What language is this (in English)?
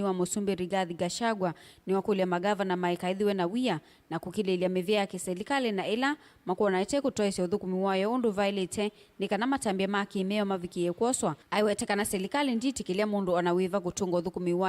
Kamba